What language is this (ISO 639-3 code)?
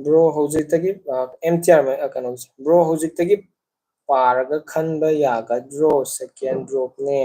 mni